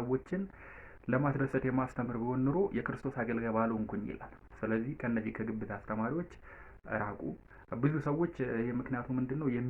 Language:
Amharic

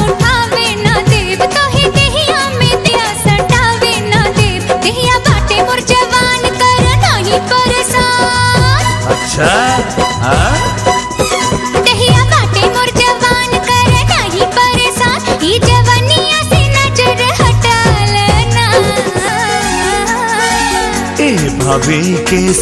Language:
Bhojpuri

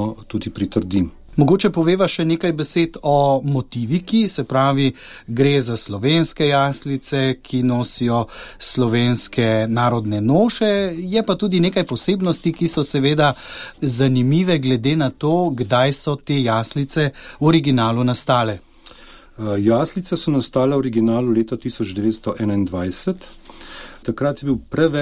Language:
Slovenian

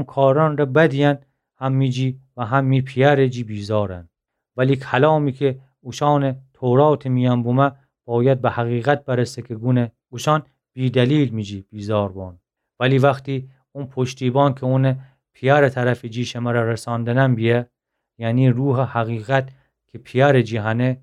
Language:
Gilaki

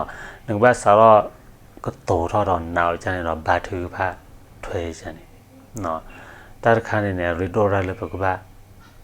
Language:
S'gaw Karen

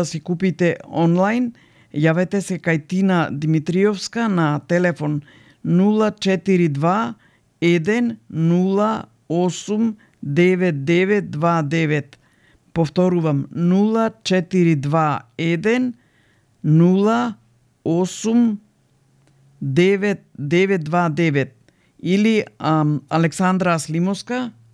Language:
Macedonian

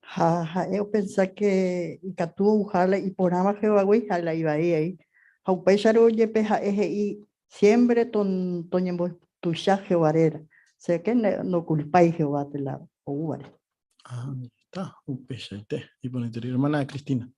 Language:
Guarani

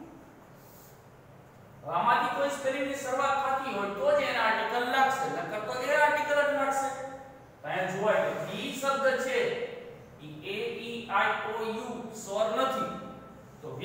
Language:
Gujarati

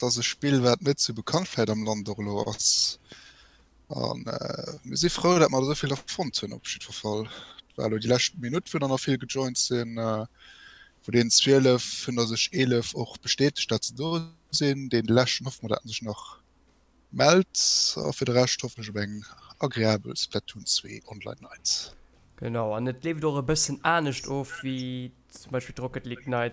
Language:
Luxembourgish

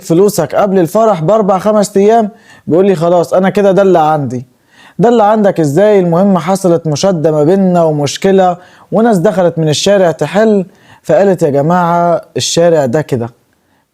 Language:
Egyptian Arabic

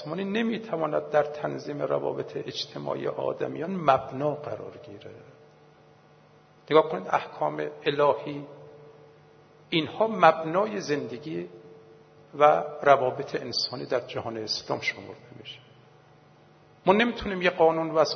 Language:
Persian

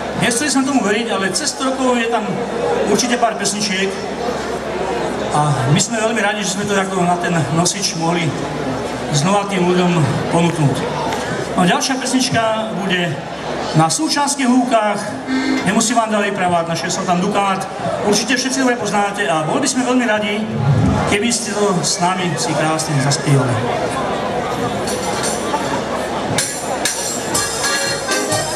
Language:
Slovak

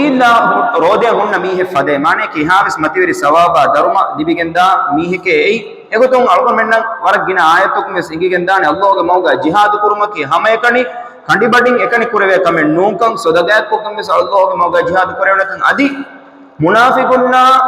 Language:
Divehi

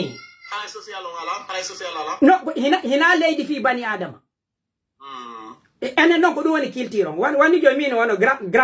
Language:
Pular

